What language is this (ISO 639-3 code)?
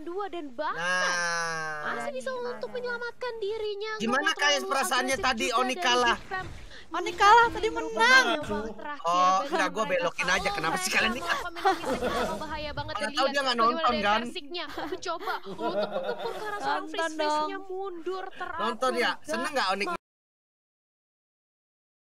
ind